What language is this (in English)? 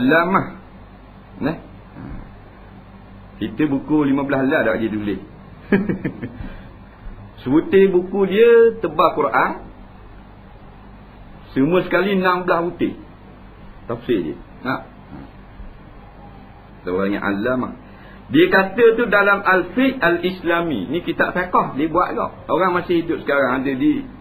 Malay